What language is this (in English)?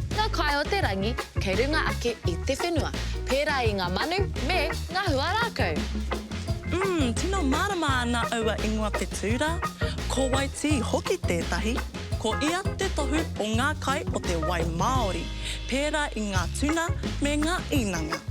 Māori